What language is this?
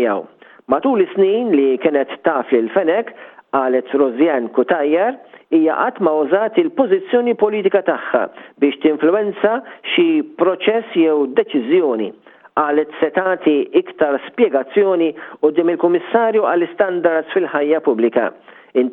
Maltese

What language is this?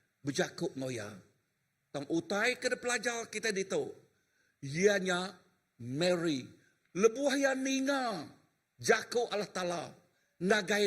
Iban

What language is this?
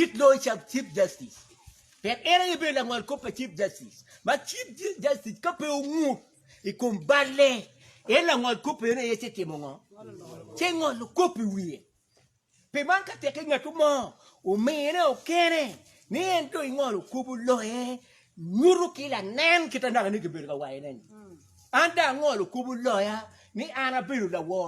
Acoli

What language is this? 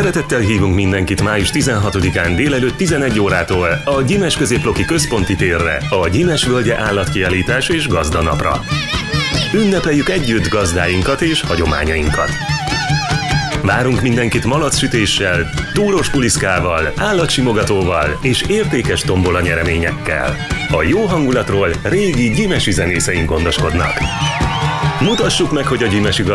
Hungarian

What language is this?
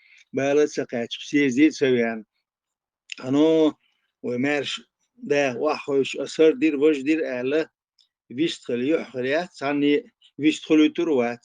Chechen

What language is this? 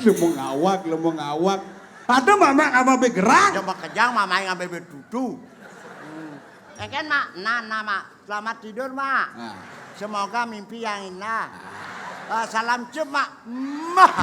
Balinese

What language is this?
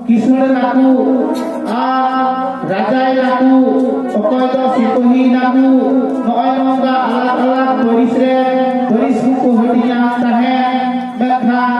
Santali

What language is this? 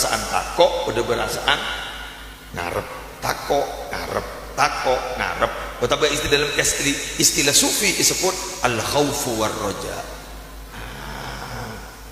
Madurese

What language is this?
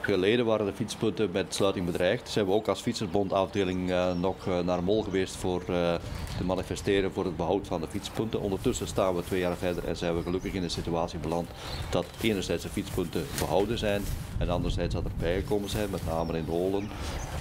Dutch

